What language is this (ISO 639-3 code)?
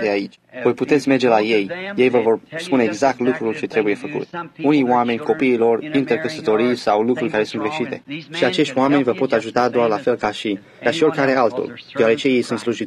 ron